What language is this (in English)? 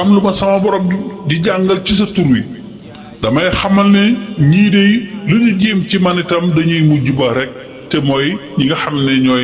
Wolof